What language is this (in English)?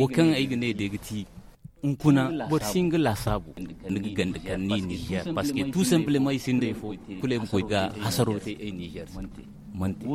Zarma